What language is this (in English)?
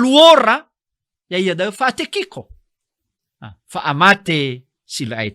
Nias